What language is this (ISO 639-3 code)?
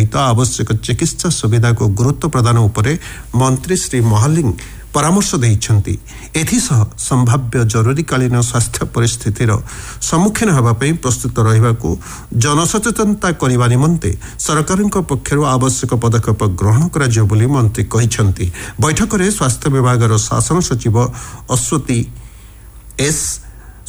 ori